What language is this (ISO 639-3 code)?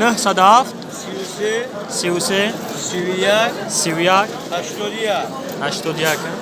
tgk